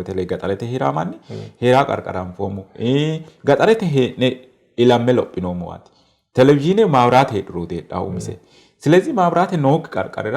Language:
Sidamo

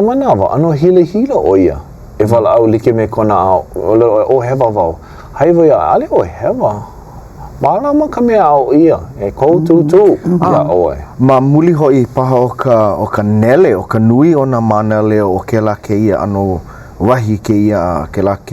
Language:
Hawaiian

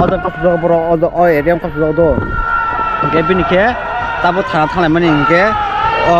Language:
Kok Borok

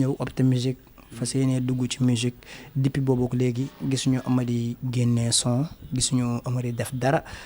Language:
Wolof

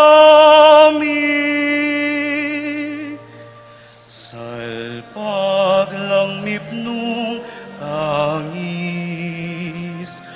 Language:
Pampanga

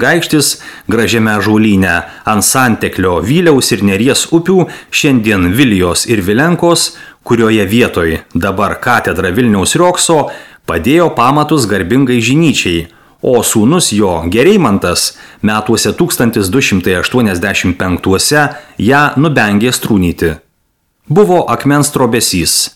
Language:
Lithuanian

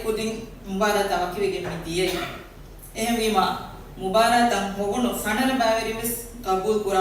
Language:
Divehi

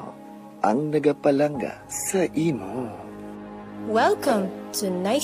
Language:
Hiligaynon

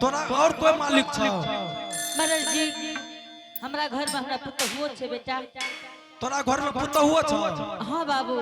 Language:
Angika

